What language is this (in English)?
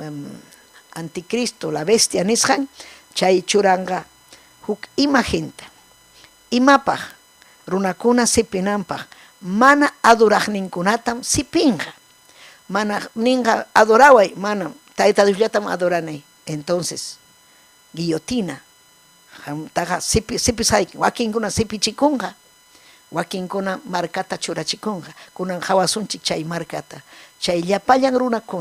Ayacucho Quechua